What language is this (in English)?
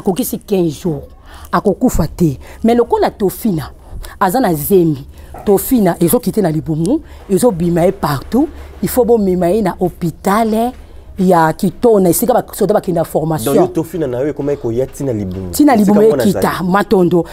Lingala